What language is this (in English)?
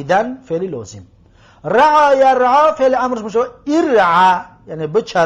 Tajik